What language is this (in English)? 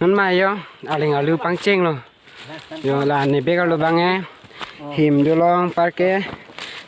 Karbi